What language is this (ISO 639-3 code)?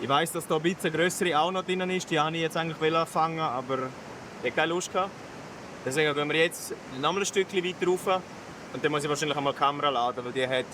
gsw